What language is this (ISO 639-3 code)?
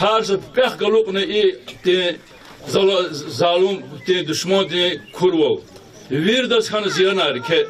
lez